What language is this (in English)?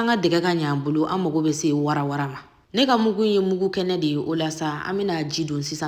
Bambara